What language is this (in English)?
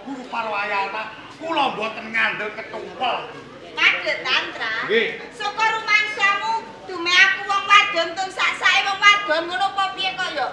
Javanese